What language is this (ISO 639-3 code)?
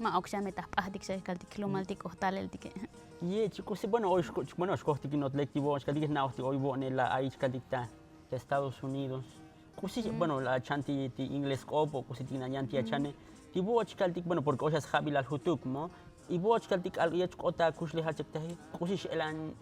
tzo